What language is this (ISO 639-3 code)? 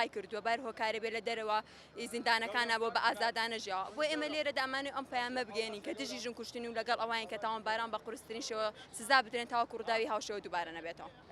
ckb